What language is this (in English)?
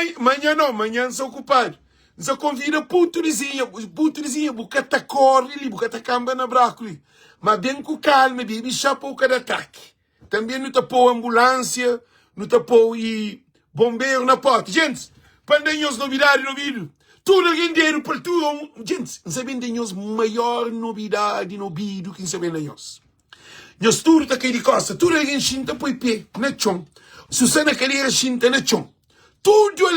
Kabuverdianu